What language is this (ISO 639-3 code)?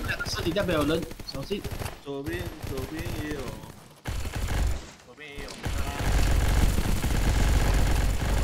zho